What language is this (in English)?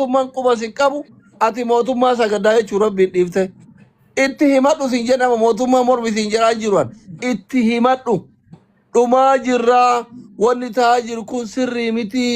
Oromo